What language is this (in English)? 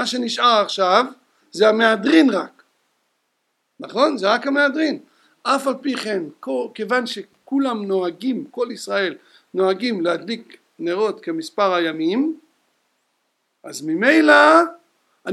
Hebrew